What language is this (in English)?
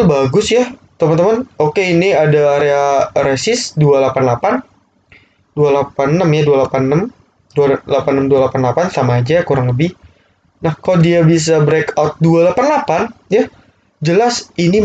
Indonesian